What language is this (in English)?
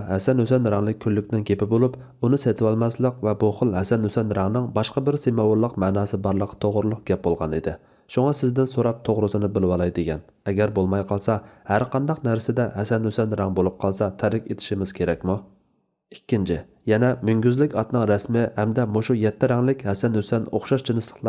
Uyghur